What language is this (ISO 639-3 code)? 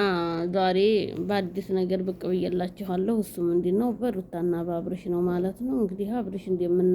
amh